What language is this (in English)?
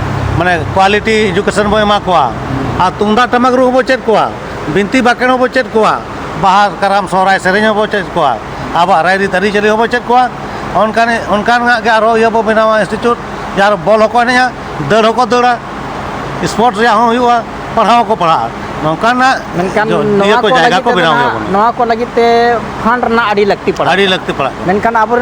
Santali